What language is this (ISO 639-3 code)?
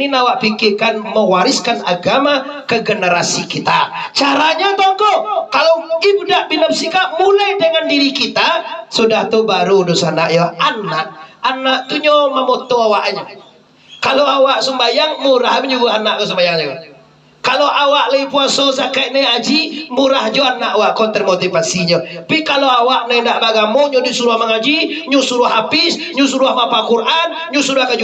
min